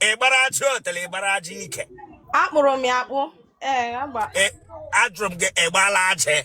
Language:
Igbo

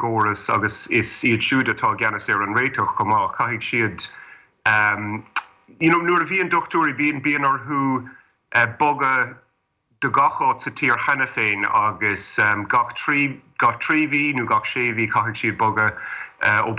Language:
Irish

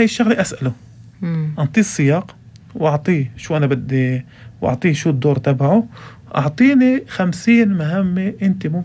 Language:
North Levantine Arabic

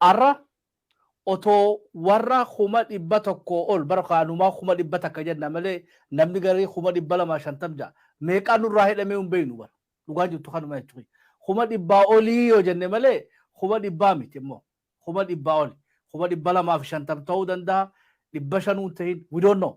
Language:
Oromo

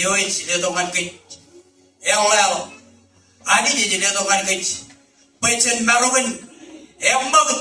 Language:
Marshallese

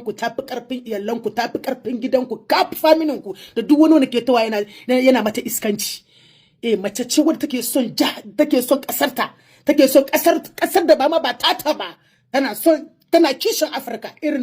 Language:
Hausa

